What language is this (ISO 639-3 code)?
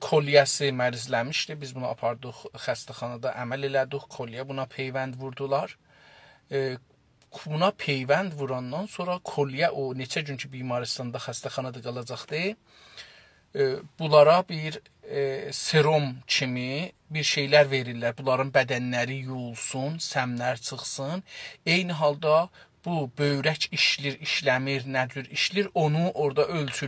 azb